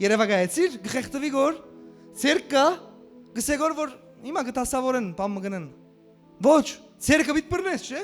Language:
Western Armenian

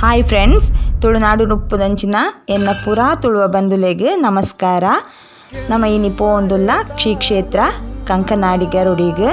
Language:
Tulu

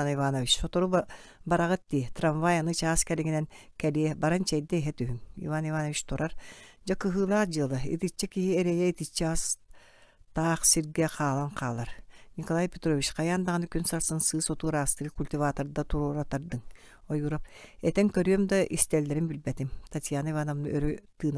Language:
Yakut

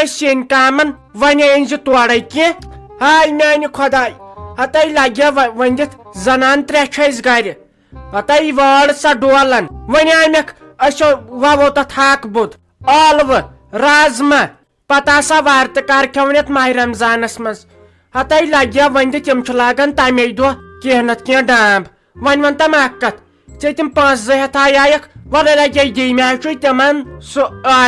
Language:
Kashmiri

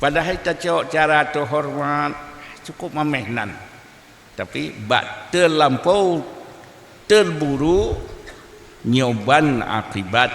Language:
Achinese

